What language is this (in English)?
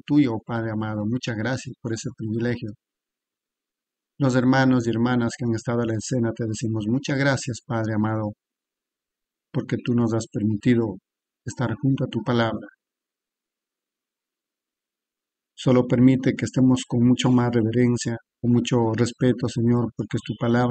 Spanish